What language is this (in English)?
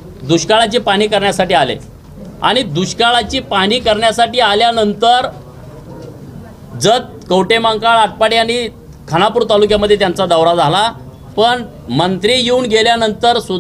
Marathi